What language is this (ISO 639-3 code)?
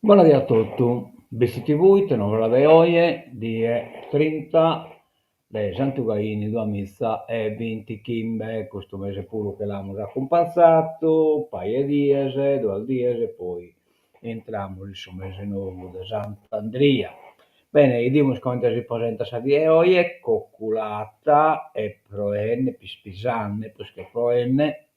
srd